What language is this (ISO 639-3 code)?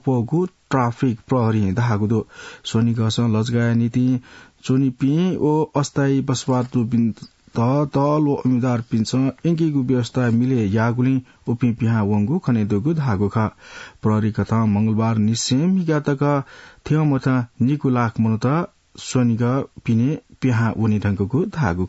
new